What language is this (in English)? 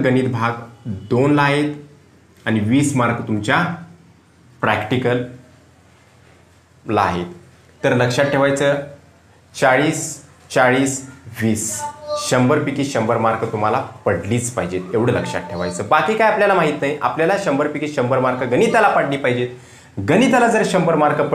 Marathi